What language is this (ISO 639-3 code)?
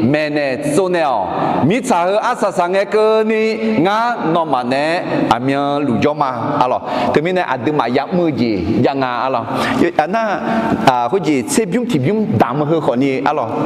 ahk